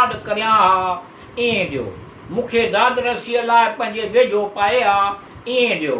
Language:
Sindhi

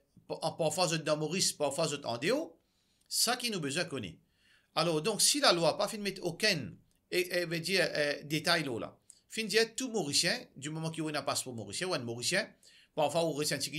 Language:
Morisyen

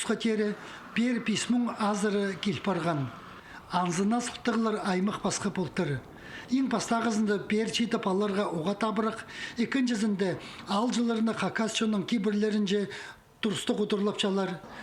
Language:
Khakas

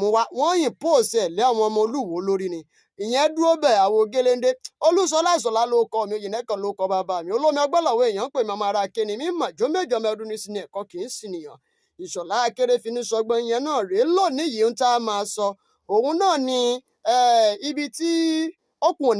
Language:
Yoruba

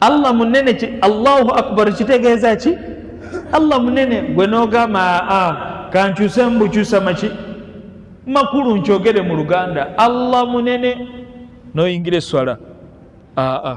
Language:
Ganda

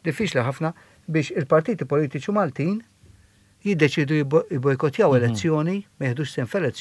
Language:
Maltese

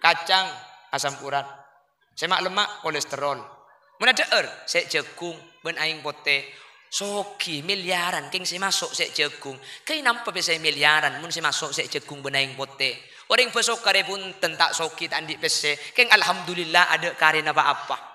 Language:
Madurese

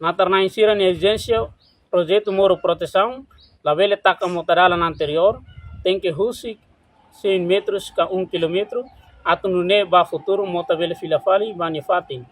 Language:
Tetum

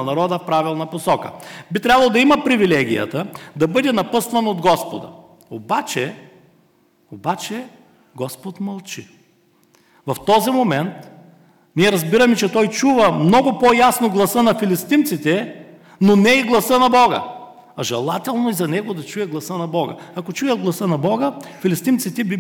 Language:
Bulgarian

